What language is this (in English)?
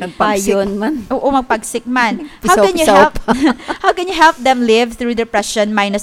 Hiligaynon